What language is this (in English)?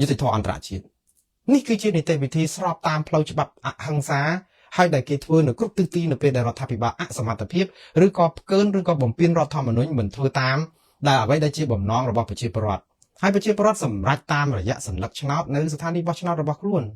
Khmer